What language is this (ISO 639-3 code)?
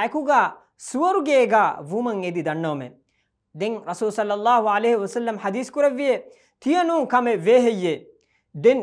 div